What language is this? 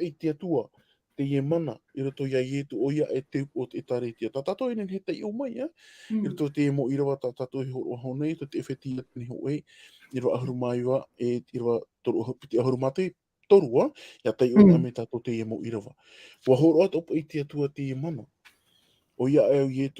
Tahitian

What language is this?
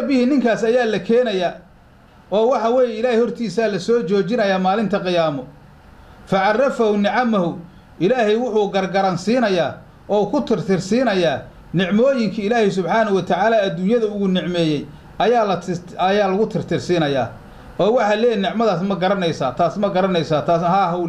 Somali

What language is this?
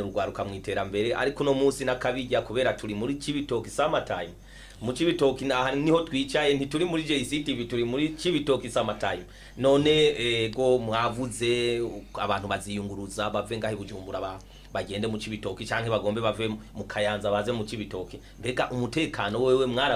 Rundi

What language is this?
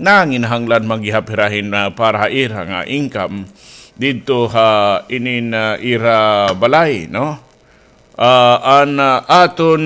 Waray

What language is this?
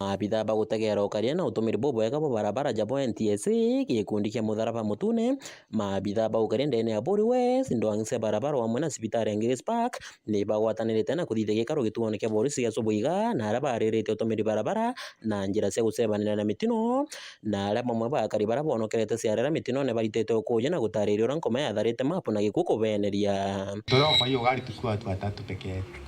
Meru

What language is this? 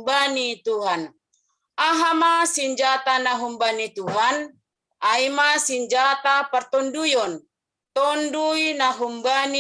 Batak Simalungun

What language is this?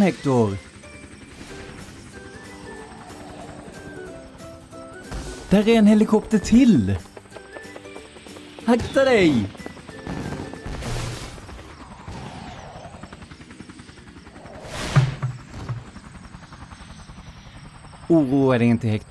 Swedish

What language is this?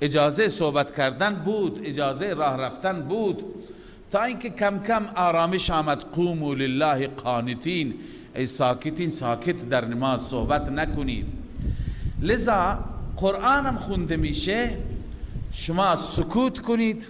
Persian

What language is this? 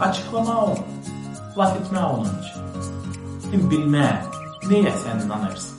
Gagauz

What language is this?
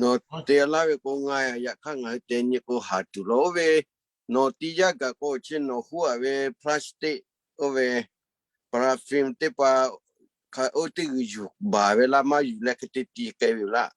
Lahu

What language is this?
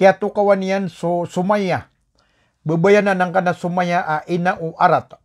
Maranao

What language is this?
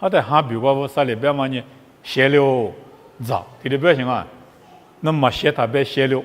Lisu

